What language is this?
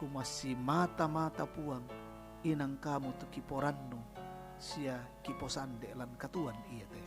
Toraja-Sa'dan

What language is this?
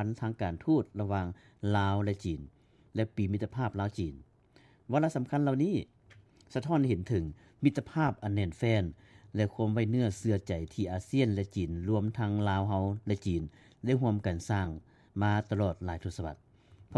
Lao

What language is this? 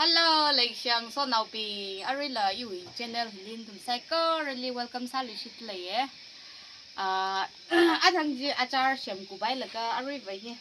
Tangkhul Naga (India)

